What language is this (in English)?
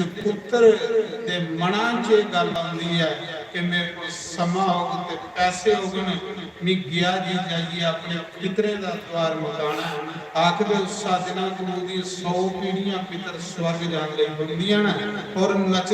Dogri